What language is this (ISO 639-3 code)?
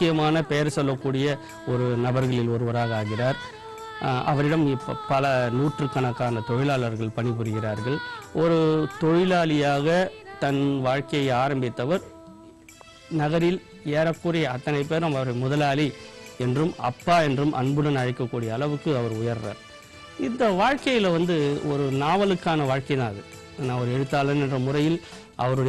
tam